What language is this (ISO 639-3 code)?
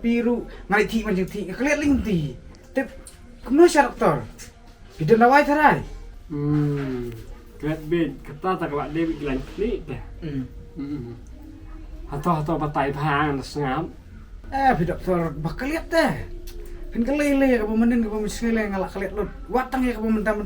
kha